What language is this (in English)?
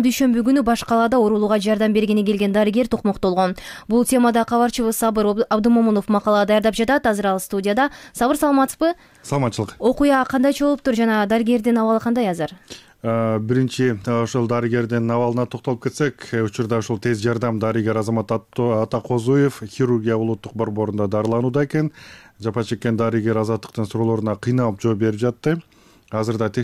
Kyrgyz